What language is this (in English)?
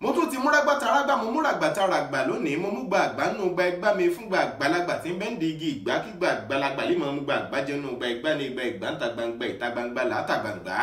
Yoruba